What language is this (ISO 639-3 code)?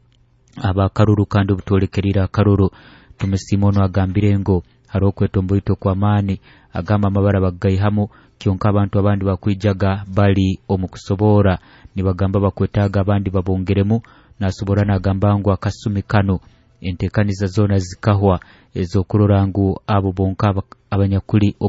nyo